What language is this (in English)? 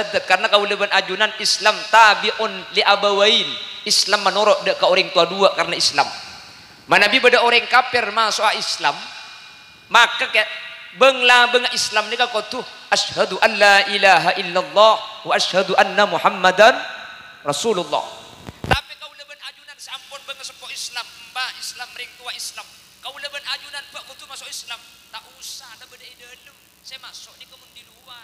Madurese